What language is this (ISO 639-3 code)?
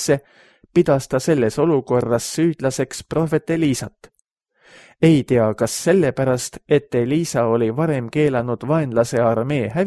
est